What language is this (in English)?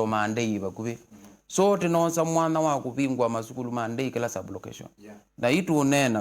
Kamba